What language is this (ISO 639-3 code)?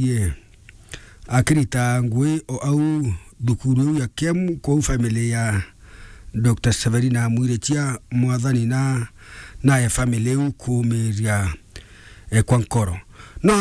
mer